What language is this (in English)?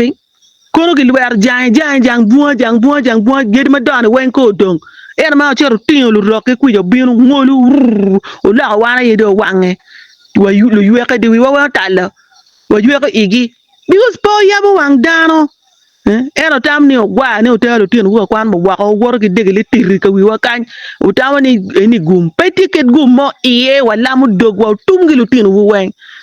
Acoli